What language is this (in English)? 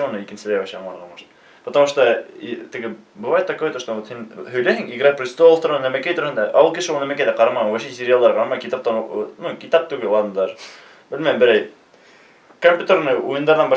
Bashkir